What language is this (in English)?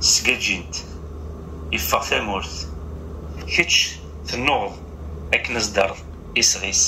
Kabyle